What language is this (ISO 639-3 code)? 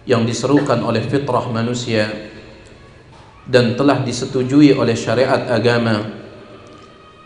ind